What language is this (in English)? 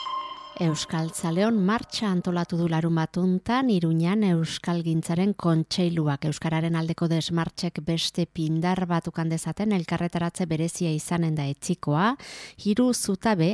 Basque